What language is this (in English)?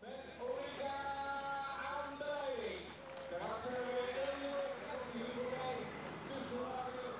Western Frisian